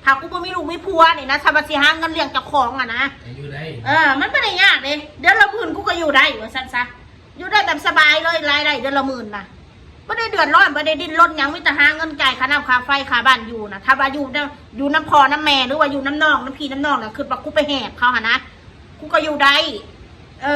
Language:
Northeastern Thai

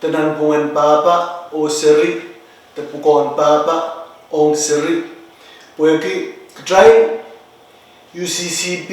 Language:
Pohnpeian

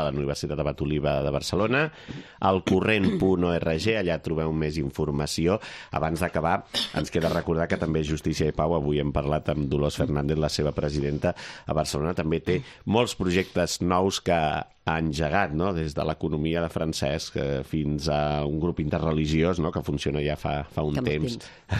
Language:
Catalan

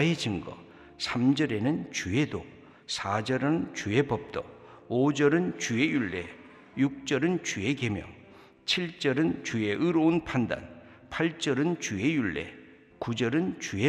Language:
Korean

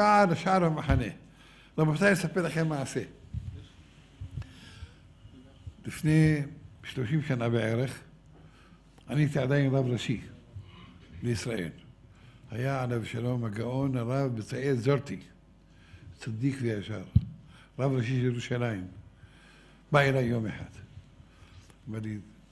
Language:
Hebrew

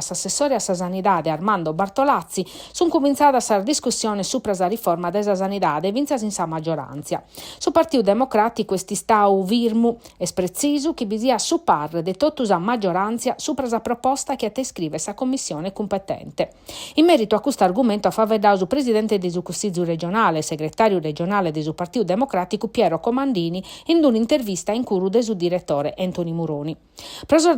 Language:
Sardinian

